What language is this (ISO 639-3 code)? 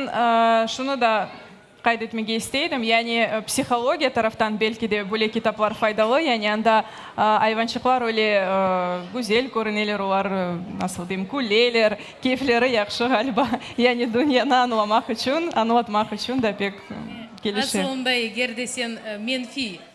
crh